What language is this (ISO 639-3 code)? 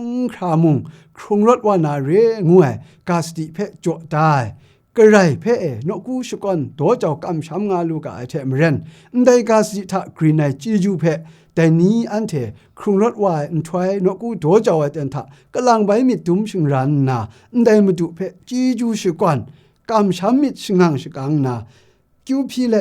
kac